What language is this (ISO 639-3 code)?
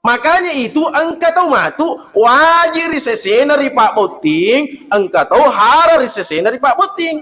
bug